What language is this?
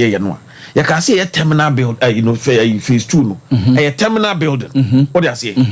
Akan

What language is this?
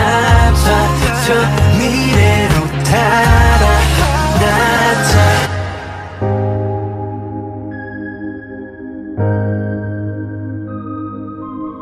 Korean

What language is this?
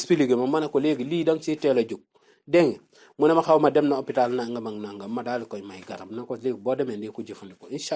Wolof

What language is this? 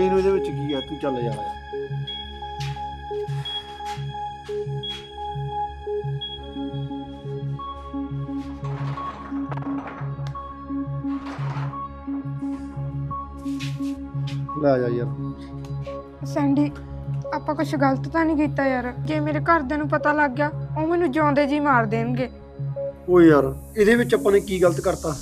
Punjabi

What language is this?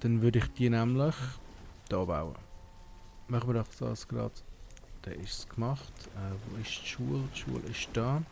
Swiss German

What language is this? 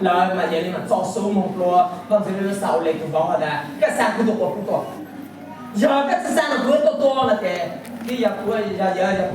Hmong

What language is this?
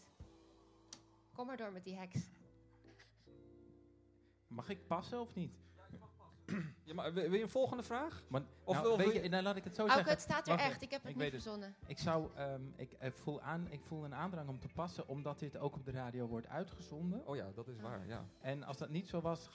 Dutch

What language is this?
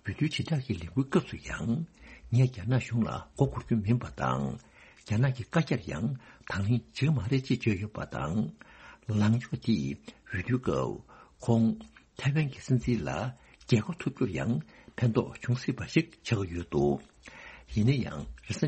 Tibetan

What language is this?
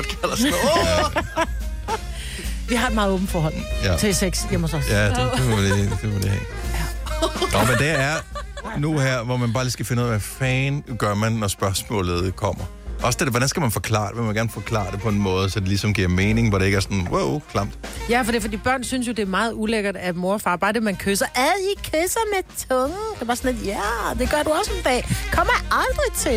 Danish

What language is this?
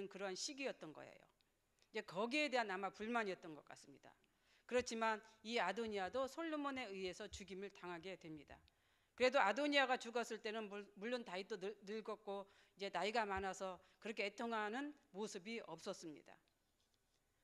Korean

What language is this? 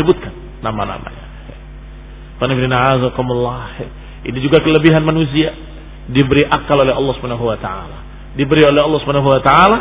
Indonesian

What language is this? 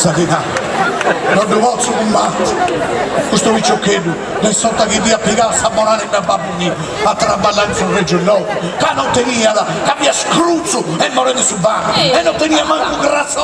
Sardinian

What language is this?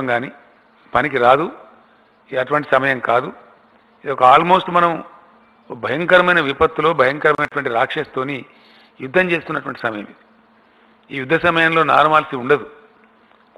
Telugu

